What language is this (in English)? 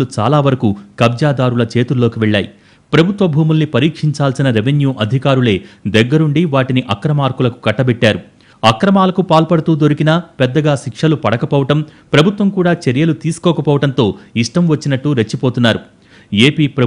Telugu